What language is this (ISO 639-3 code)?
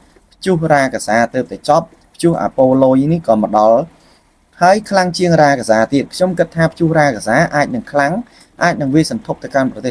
khm